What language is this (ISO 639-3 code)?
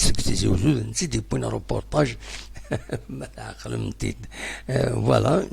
kab